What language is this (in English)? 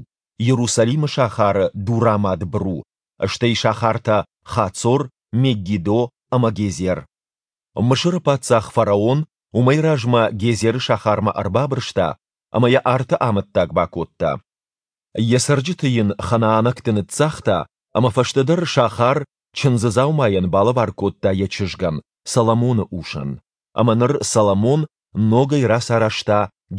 Ossetic